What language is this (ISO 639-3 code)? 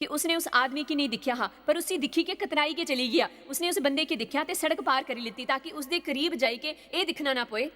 doi